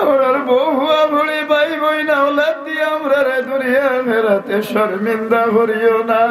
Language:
Sylheti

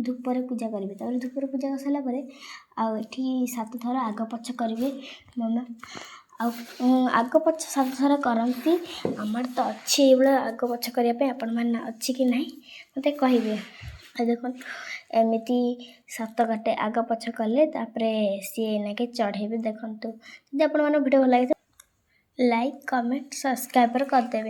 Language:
Odia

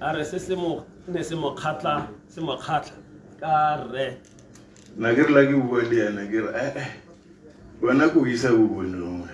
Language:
Tswana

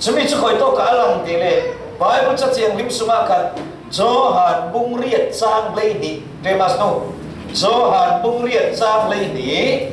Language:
Falam Chin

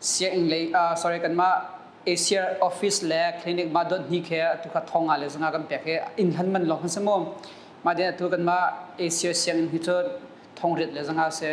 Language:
Hakha Chin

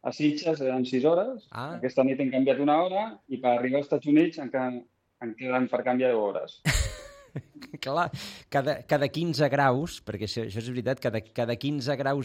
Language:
Catalan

